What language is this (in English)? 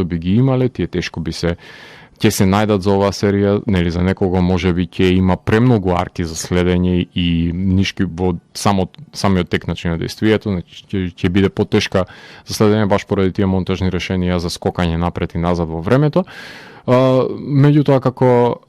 Macedonian